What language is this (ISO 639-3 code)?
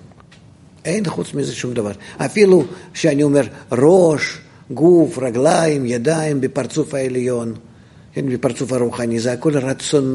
heb